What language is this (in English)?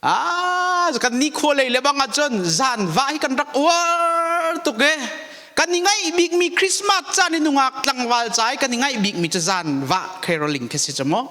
Hakha Chin